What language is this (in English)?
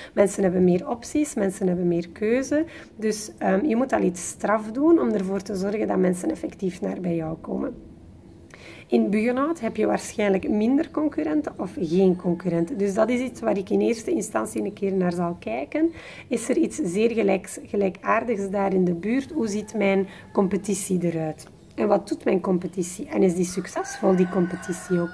Dutch